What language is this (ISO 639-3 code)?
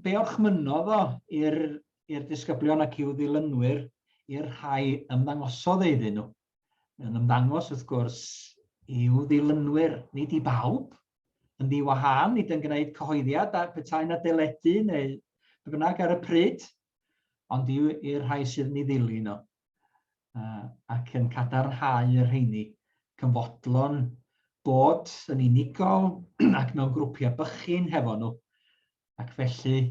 cym